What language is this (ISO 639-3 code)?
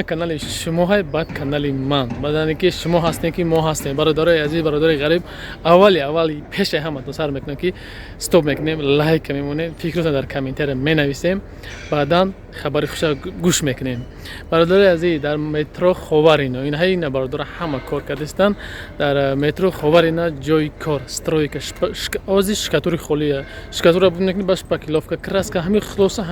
tgk